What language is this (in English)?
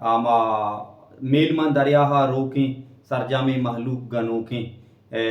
Baluchi